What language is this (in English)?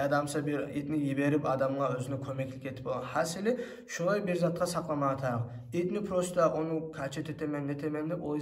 Kumyk